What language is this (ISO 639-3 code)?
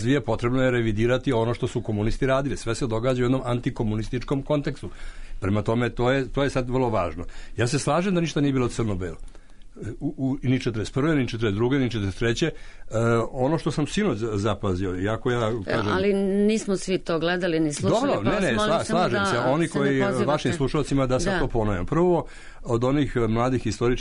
srp